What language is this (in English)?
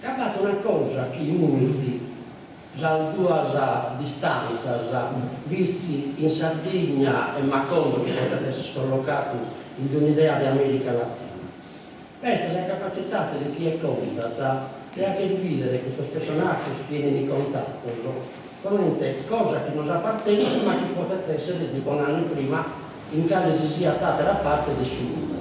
Sardinian